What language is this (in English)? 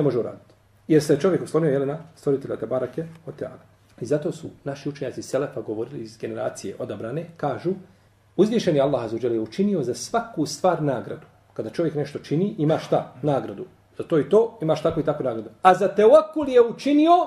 Bosnian